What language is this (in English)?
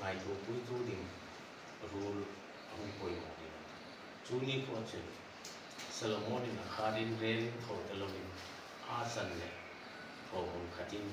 Hmar